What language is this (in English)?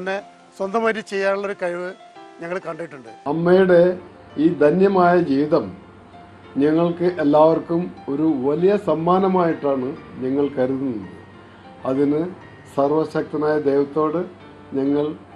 Malayalam